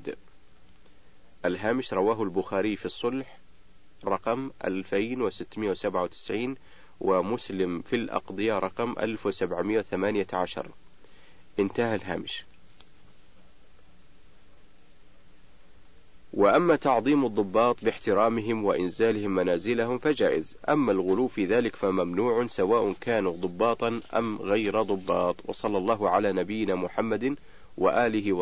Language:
Arabic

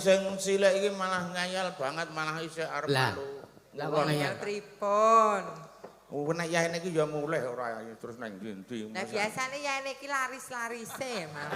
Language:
Javanese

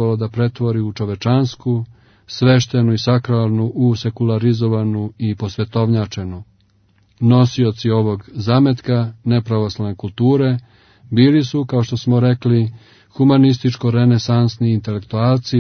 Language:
Serbian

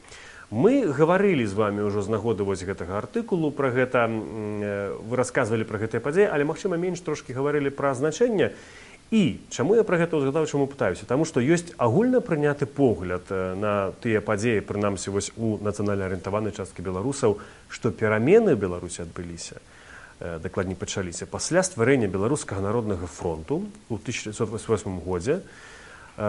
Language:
Belarusian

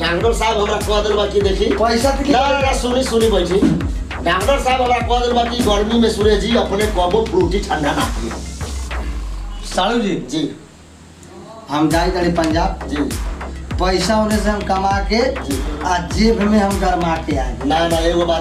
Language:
Bhojpuri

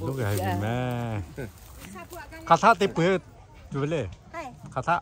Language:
Lahu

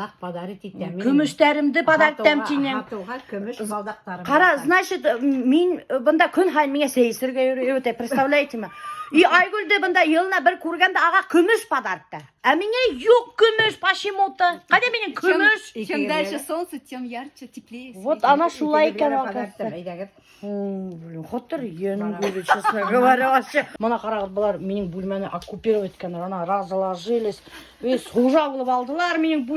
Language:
Bashkir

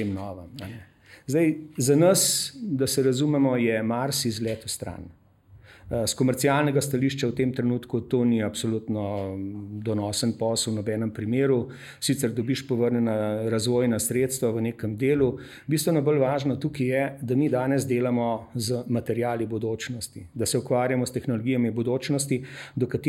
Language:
Slovenian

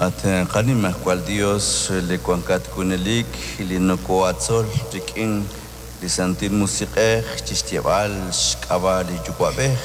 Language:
Kekchí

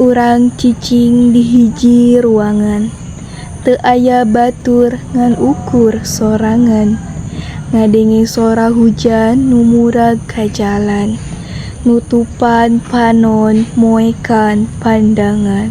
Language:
Sundanese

